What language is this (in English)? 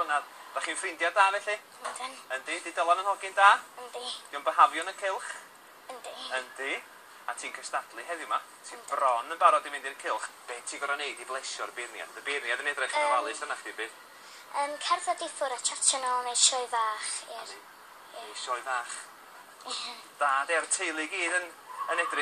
Welsh